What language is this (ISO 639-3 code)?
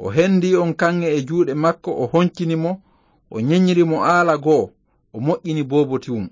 ful